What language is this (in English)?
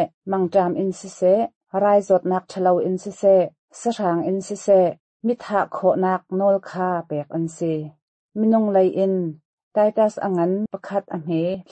Hakha Chin